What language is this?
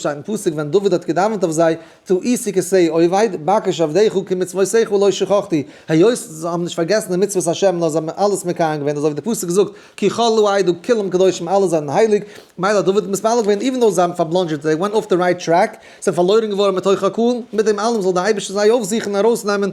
Yiddish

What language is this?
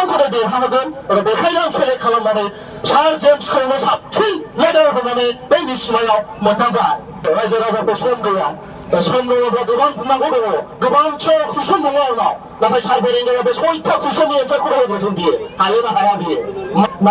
Bodo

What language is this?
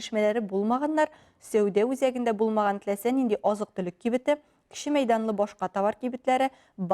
Tatar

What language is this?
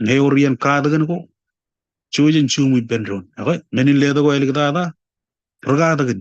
Marshallese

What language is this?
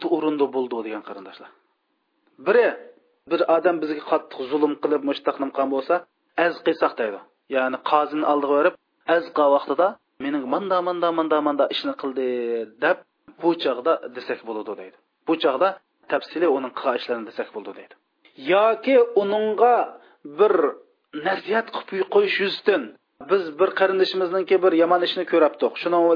Uyghur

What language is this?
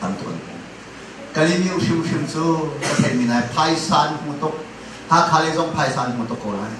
Hakha Chin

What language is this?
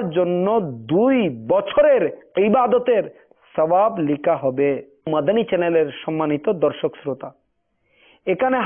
Bangla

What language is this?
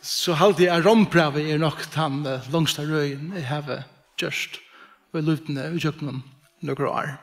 Faroese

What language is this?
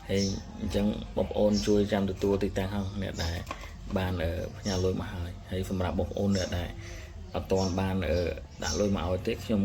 Khmer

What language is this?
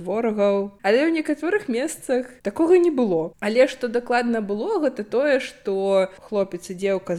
Belarusian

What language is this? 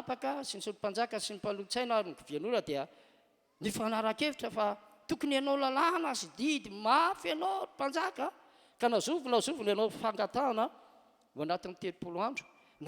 Malagasy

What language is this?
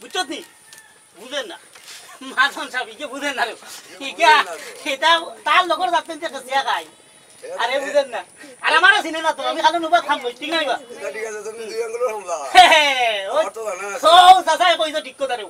Sylheti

